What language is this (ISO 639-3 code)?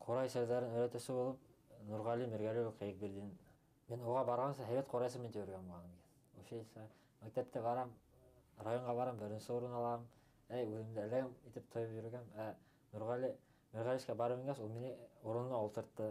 bak